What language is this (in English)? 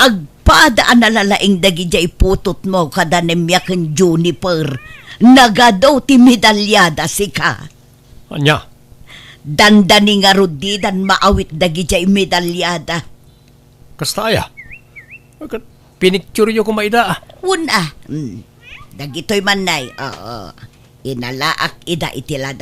Iloko